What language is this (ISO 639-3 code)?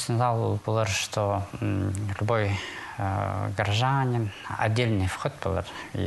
kjh